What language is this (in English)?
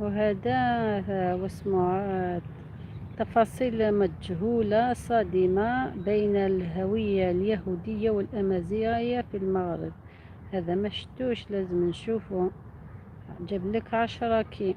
Algerian Arabic